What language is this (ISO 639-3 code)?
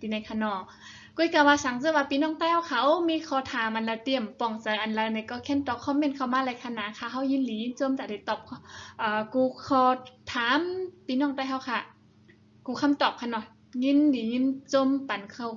shn